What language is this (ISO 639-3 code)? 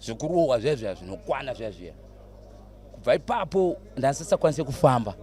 sna